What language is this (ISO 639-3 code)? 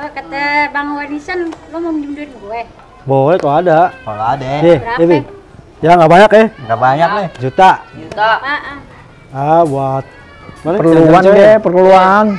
bew